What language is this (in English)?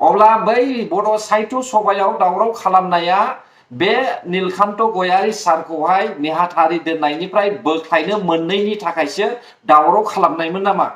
Bodo